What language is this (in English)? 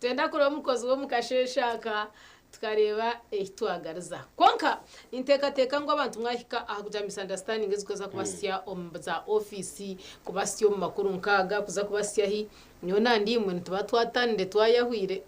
Nyankole